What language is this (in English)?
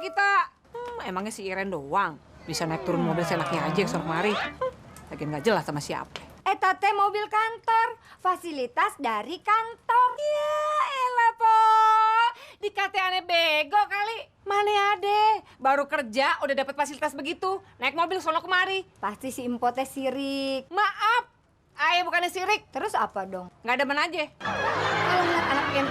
Betawi